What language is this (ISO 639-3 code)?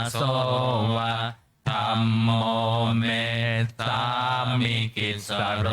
pli